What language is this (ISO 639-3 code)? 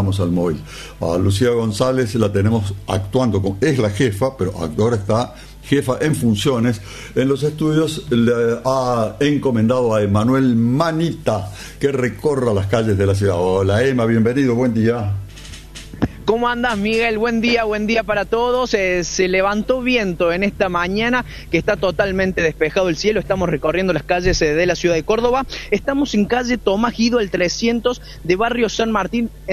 spa